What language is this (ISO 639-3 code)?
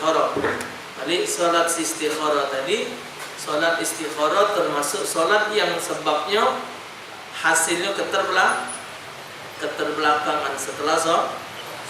mui